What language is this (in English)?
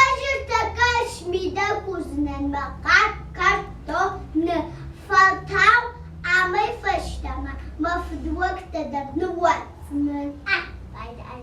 Ossetic